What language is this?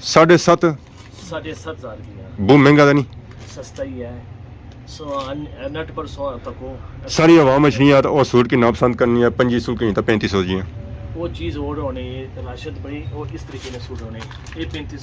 Pahari-Potwari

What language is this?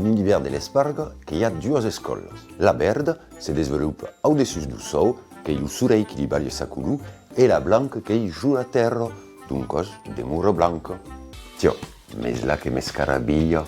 Occitan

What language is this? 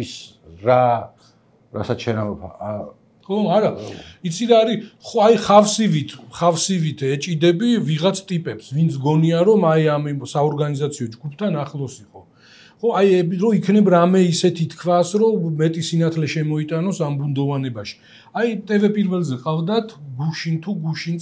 Georgian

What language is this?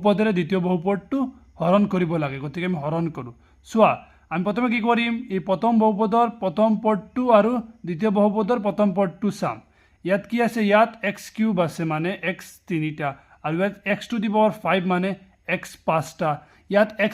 Assamese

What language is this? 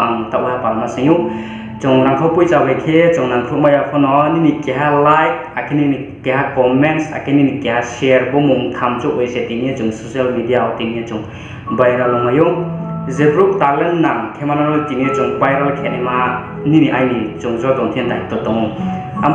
Riang (India)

